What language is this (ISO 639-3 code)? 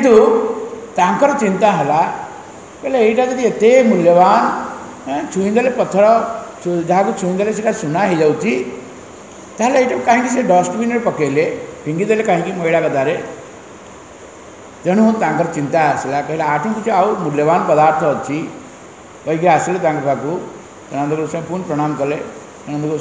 ori